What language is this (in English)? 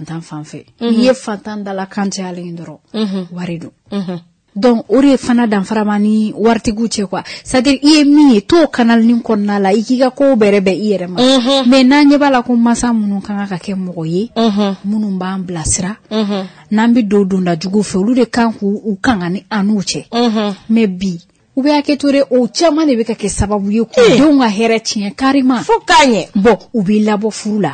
Bambara